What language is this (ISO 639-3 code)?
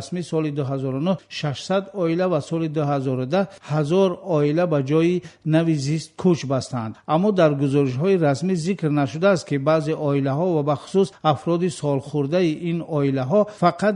tgk